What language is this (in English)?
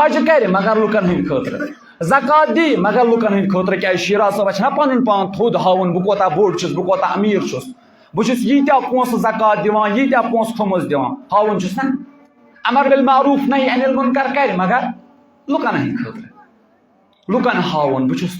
Kashmiri